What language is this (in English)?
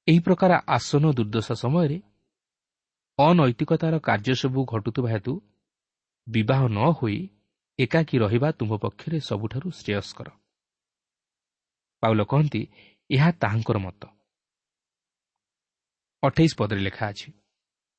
Odia